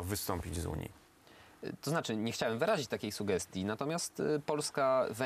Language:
Polish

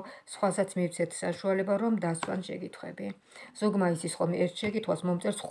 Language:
Georgian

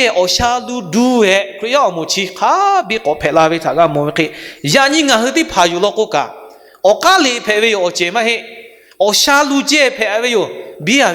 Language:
Lahu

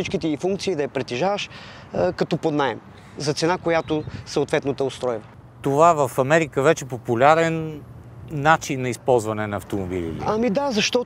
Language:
Bulgarian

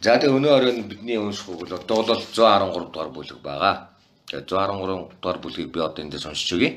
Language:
Mongolian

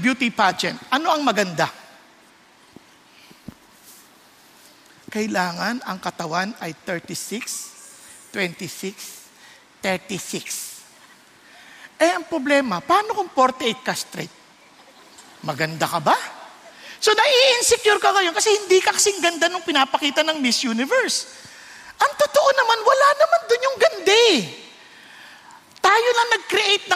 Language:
Filipino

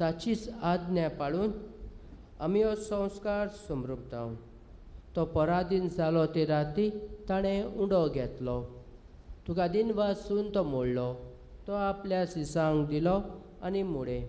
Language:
Konkani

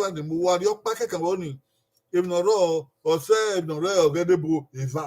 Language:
Bini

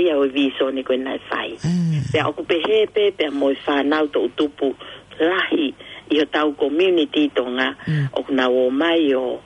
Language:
Tongan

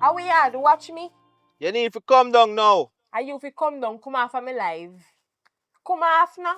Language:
Jamaican Creole English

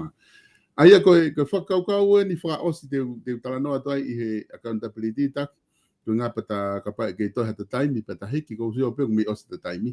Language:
Tongan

